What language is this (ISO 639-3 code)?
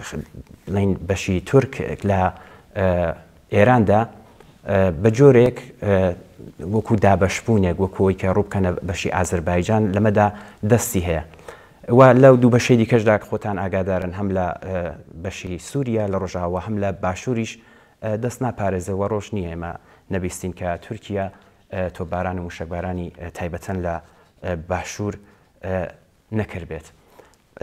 ckb